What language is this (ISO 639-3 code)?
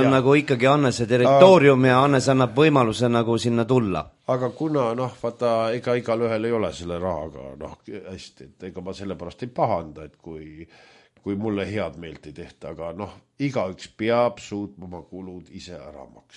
est